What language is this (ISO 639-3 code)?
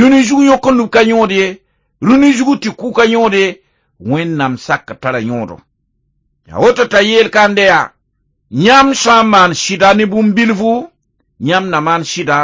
mos